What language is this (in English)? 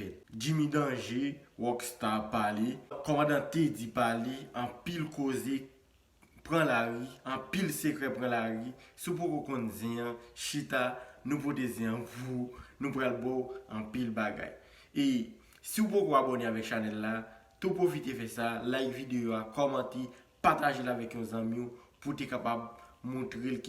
Haitian Creole